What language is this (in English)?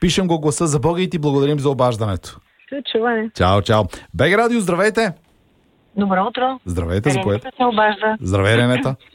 Bulgarian